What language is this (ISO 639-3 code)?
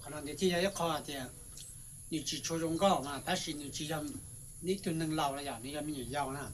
hmn